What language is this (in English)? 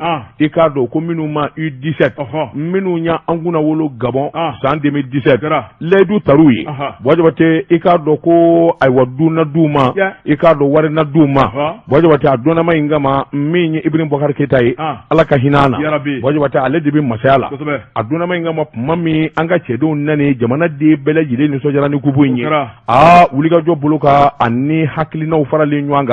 Bambara